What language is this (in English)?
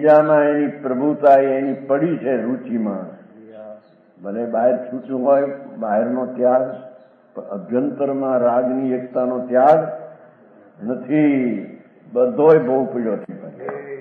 Gujarati